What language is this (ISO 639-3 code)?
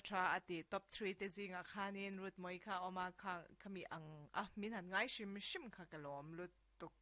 lus